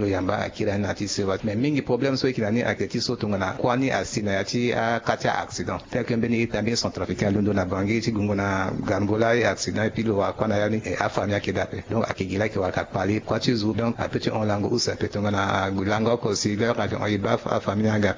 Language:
Sango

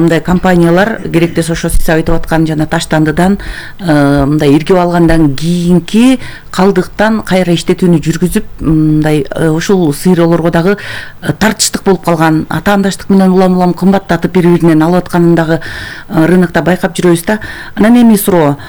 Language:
Kyrgyz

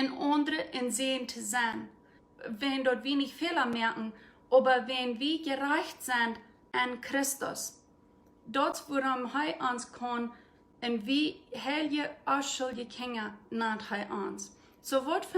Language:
Plautdietsch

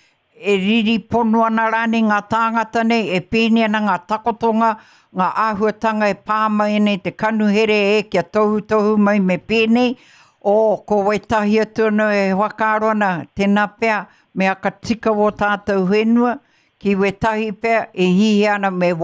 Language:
Māori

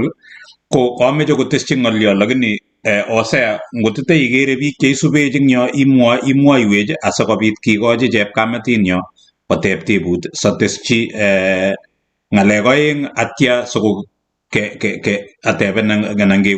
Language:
Kalenjin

